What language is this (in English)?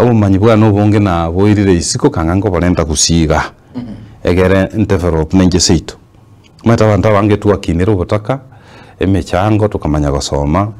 Gusii